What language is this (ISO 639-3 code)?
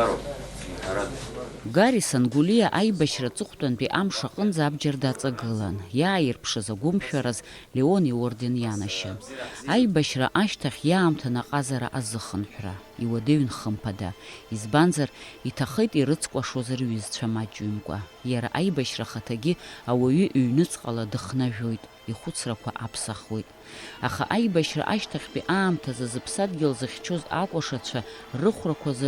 abk